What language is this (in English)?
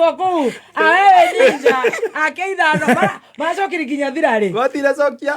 Kikuyu